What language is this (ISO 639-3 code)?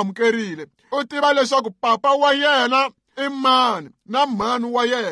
tso